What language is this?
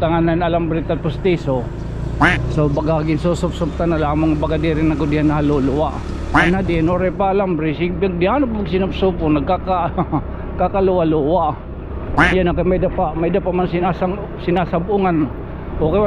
Waray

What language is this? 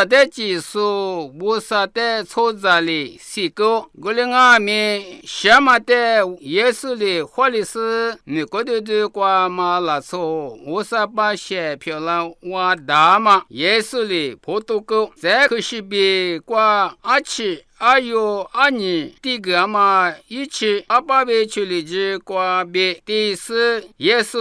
Lisu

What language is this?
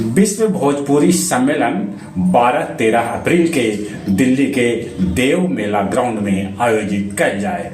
Magahi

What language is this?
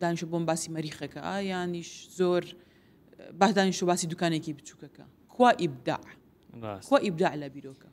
Central Kurdish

